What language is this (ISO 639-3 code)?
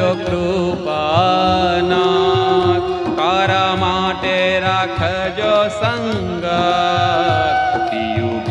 guj